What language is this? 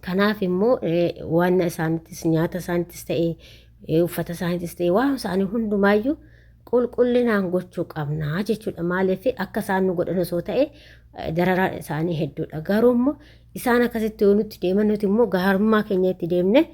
Oromo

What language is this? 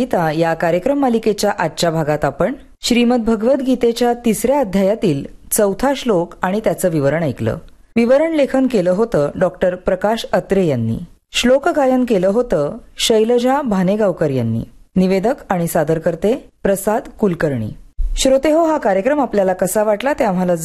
Marathi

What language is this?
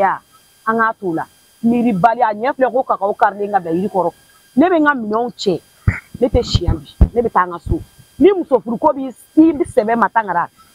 Bambara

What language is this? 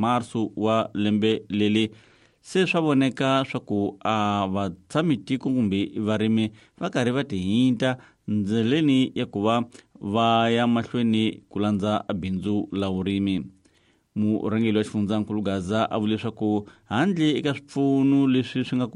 Tsonga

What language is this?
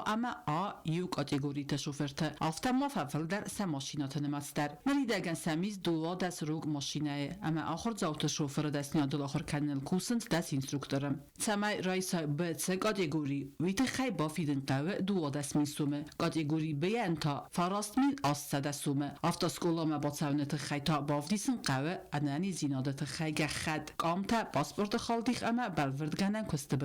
Ossetic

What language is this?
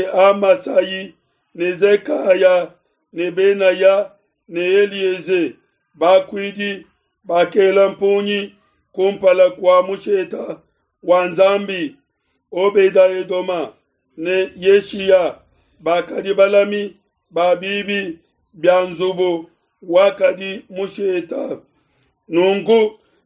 Luba-Lulua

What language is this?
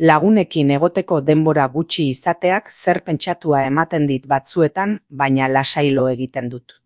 Basque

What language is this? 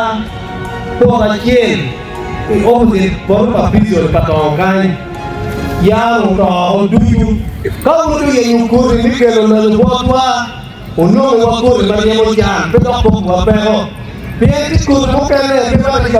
Acoli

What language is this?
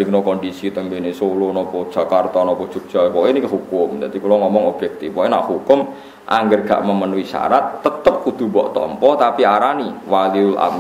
Javanese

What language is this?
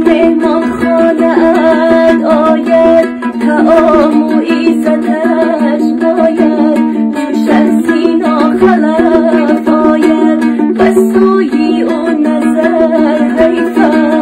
Tajik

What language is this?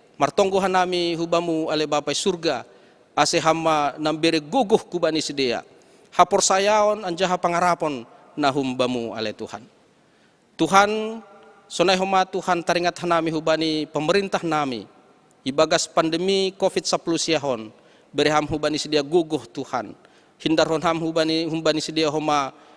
Batak Simalungun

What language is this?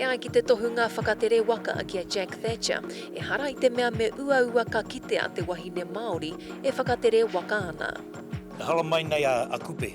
Māori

